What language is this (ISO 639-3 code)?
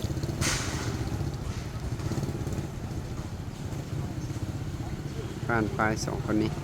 lao